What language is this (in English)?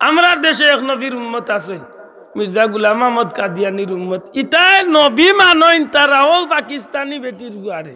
Sylheti